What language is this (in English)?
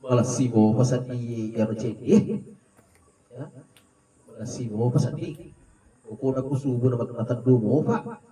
Buginese